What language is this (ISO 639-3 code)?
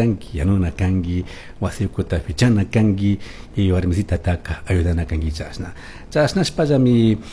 qug